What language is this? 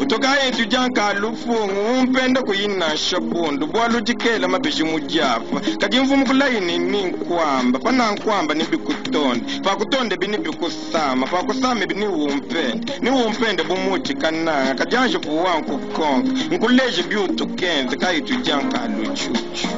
Luba-Lulua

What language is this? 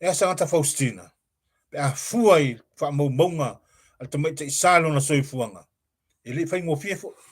Samoan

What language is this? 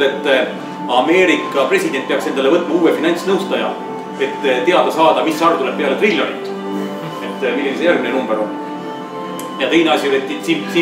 Estonian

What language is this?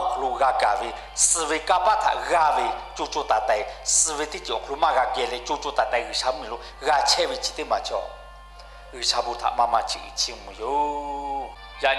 Lahu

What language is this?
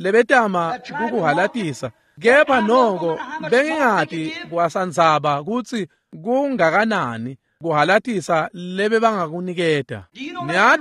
Swati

